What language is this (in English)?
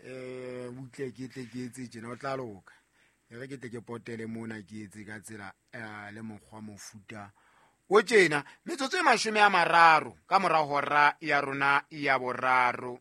Southern Sotho